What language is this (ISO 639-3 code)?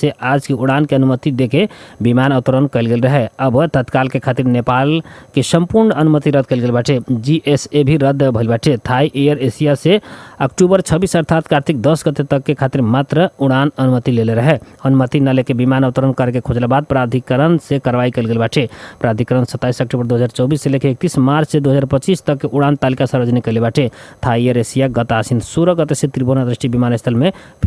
bho